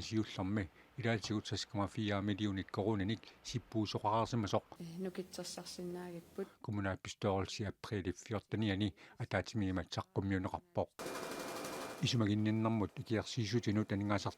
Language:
Kalaallisut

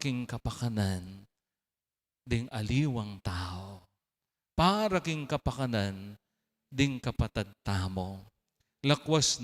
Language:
Pampanga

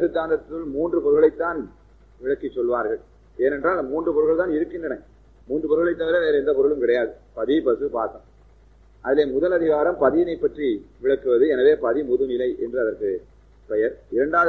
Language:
Tamil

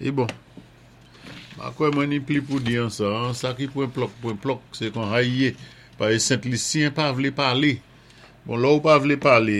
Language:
Saint Lucian Creole French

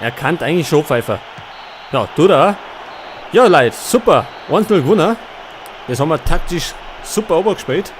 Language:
Bavarian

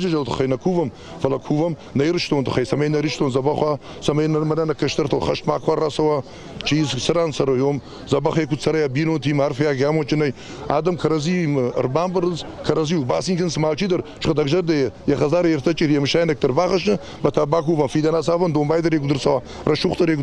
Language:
Ossetic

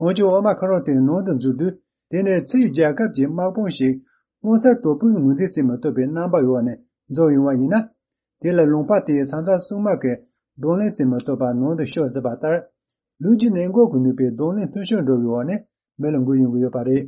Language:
Tibetan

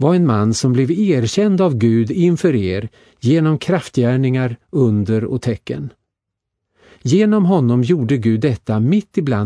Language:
Swedish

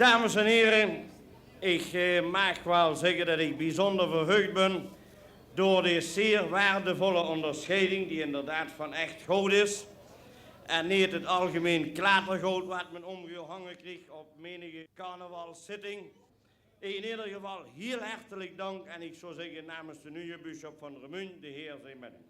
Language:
Limburgish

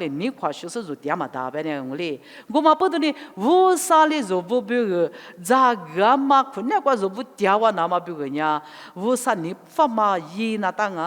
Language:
Lisu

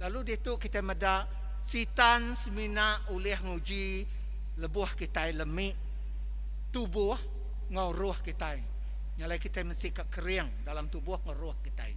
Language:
Iban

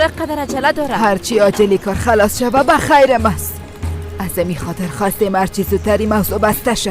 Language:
Persian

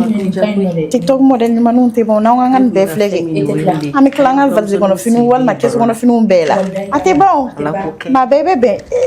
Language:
Bambara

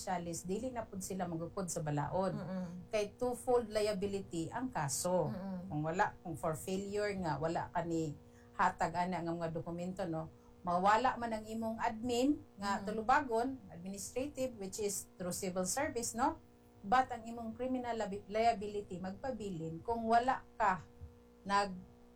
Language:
Cebuano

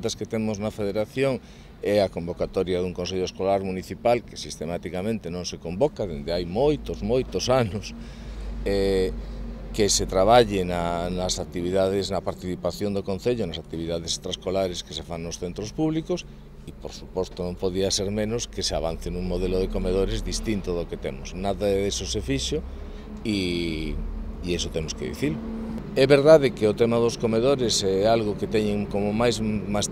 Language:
Galician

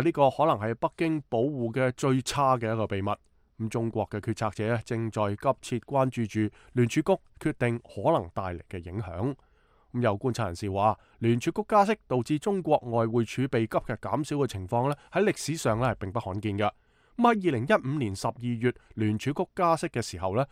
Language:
Cantonese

